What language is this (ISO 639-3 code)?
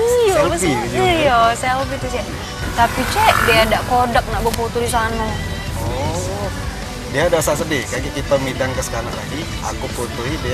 mui